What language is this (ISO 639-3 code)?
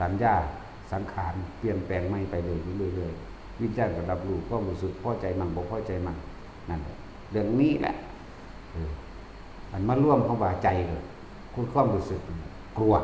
tts